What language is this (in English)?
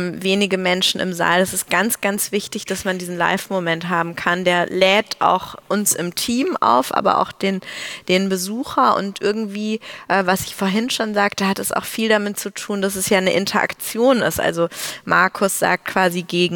German